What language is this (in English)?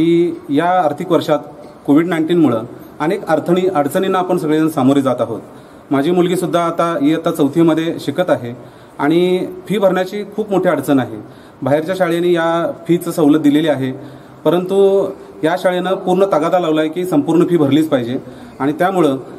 Marathi